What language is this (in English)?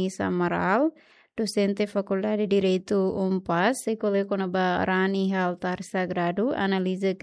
Tetum